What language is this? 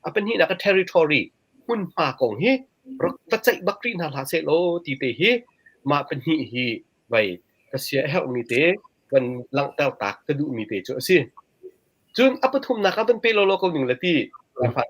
Hakha Chin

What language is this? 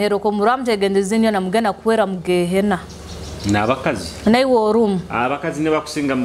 Nyoro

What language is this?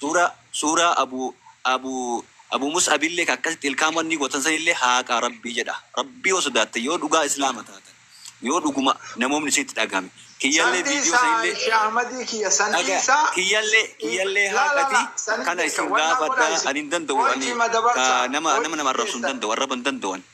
Oromo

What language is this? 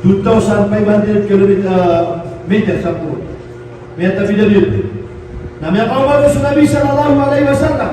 Maranao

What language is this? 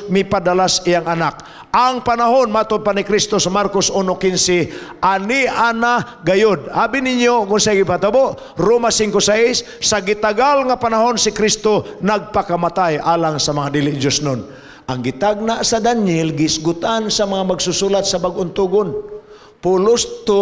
Cebuano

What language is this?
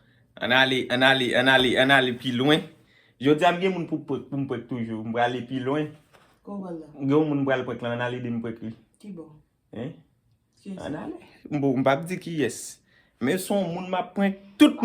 Haitian Creole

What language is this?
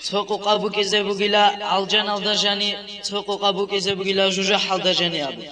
Avaric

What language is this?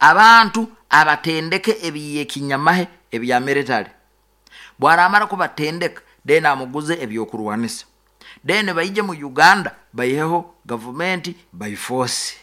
Nyoro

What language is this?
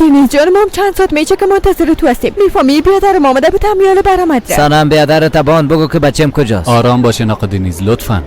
Persian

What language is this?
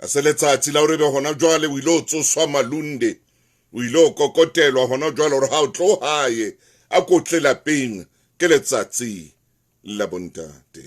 Southern Sotho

